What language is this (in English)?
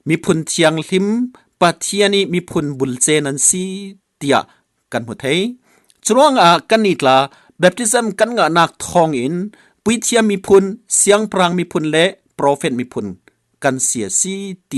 Falam Chin